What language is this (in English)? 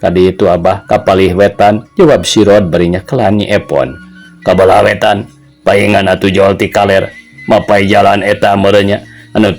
Sundanese